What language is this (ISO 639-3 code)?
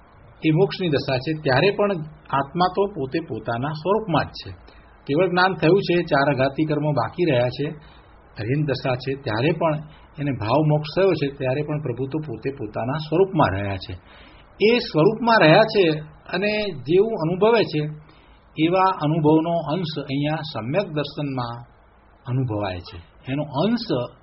guj